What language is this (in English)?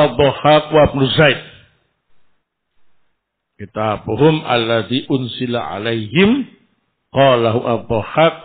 Indonesian